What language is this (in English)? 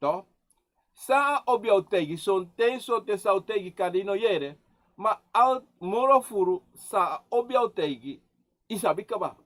Sranan Tongo